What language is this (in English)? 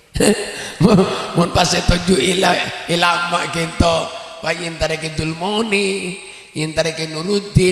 Madurese